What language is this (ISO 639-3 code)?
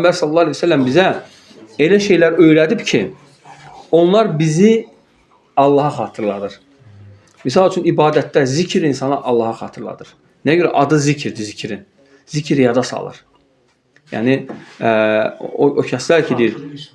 aze